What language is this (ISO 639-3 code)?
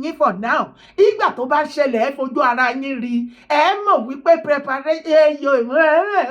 yor